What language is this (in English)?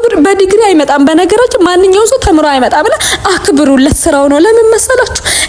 Amharic